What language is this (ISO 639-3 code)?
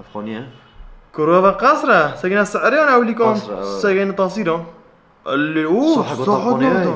kur